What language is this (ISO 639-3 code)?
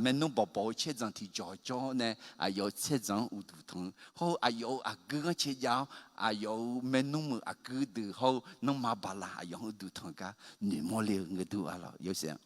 ahk